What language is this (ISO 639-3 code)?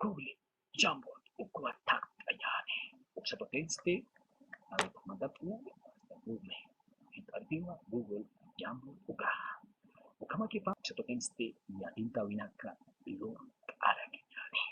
aym